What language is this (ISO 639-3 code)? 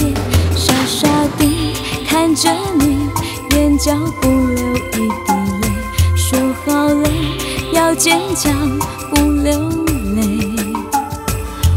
zho